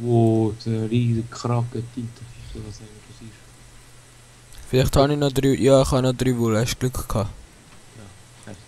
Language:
Swiss German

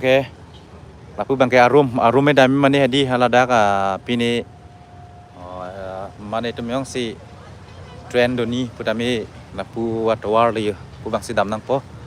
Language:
Karbi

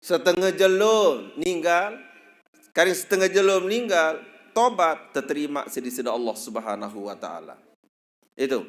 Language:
Sasak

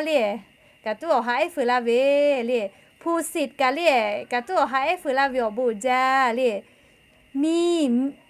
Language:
Lahu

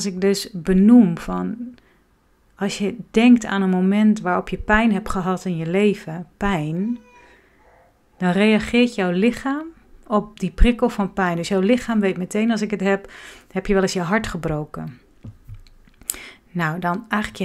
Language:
Dutch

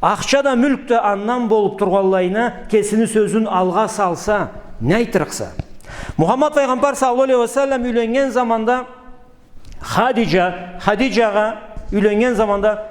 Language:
Karachay-Balkar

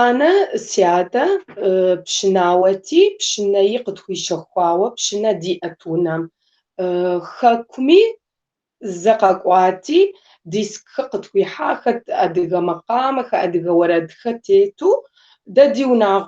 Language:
Kabardian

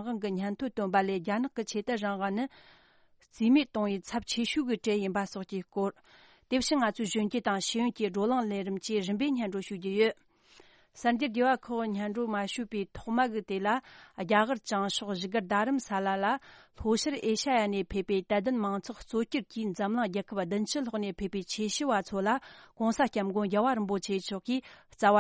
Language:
Tibetan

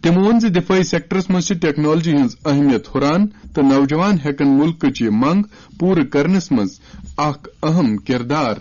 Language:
Kashmiri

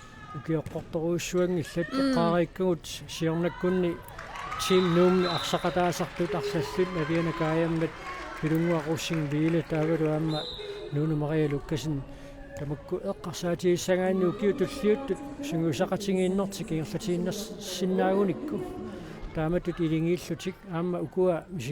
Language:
Kalaallisut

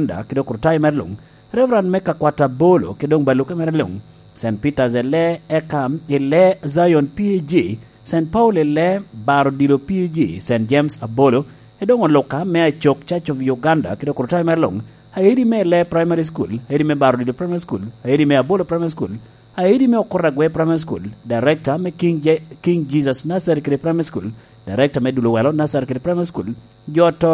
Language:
Lango (Uganda)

